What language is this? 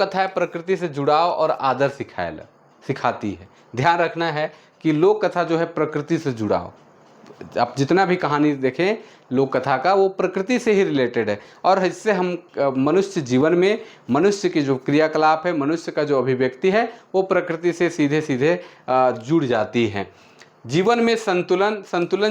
Sadri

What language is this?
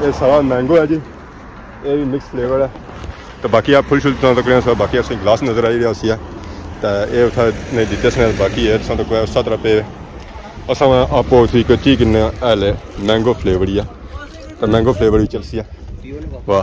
Pahari-Potwari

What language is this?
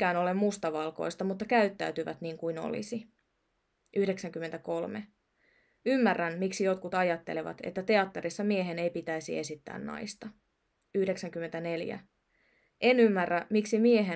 Finnish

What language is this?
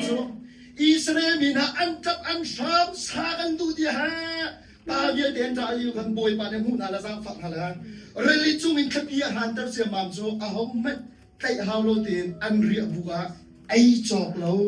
Hakha Chin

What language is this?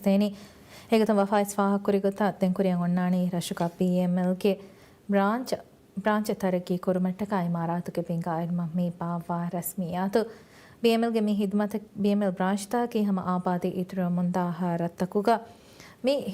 Divehi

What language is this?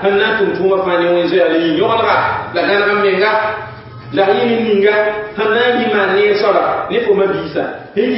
Mossi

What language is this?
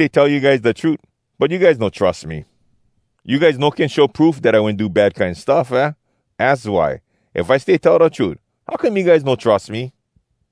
Hawai'i Creole English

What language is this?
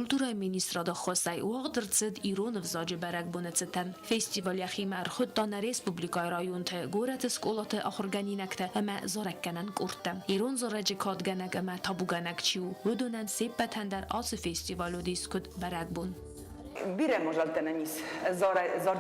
Ossetic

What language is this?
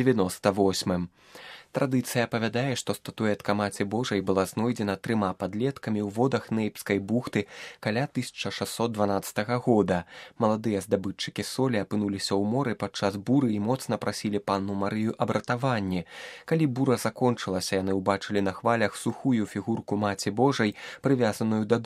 Belarusian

